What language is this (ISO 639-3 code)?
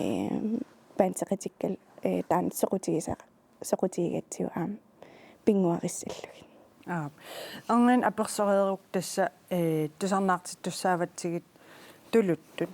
kal